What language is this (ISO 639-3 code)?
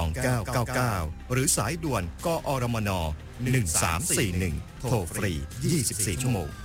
tha